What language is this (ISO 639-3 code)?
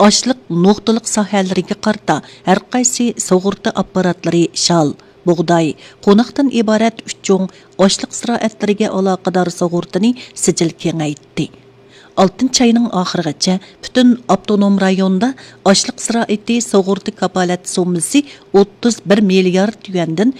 uig